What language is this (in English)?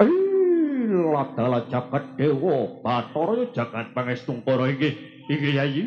Javanese